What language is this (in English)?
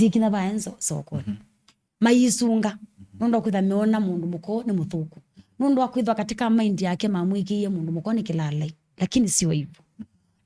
Kamba